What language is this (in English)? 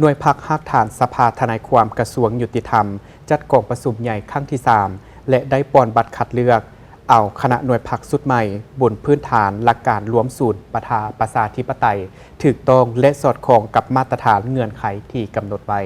Lao